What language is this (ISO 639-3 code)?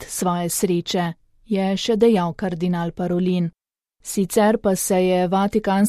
slv